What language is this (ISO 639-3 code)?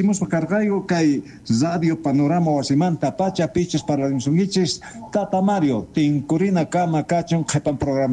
quh